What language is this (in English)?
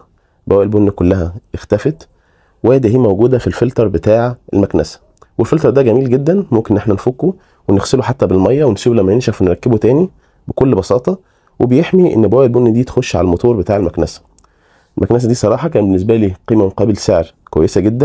Egyptian Arabic